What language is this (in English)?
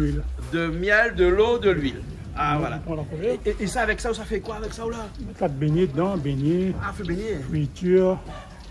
Réunion Creole French